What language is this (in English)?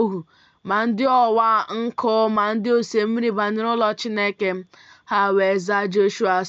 Igbo